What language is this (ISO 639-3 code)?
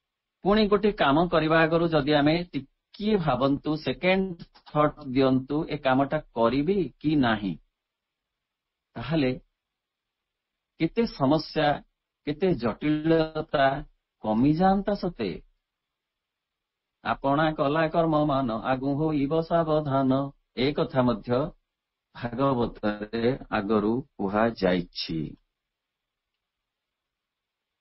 ori